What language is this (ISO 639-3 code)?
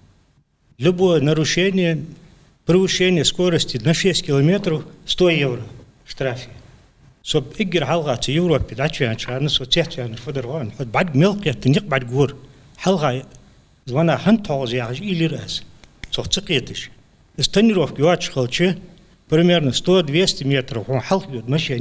inh